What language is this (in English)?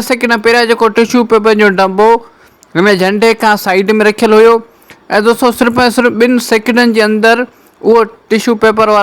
Sindhi